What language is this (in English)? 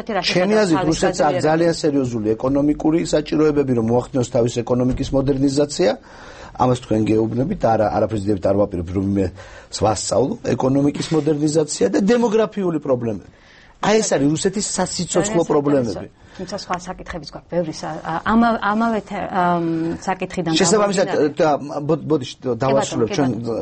Georgian